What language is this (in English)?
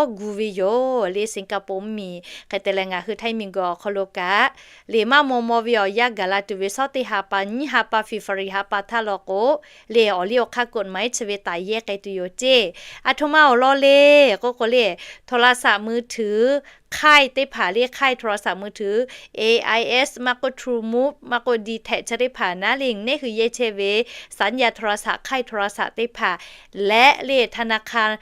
Lahu